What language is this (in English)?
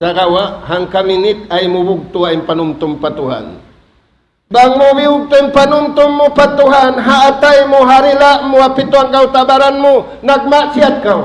Tausug